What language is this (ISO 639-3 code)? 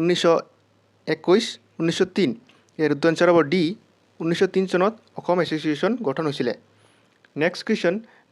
asm